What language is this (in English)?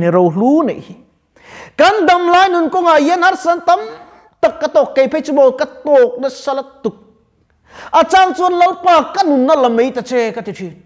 Mizo